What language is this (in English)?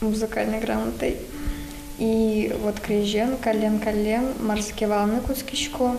Udmurt